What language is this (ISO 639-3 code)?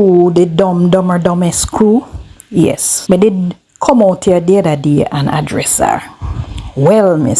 jam